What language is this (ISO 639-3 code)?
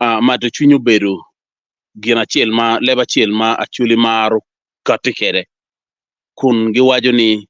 ach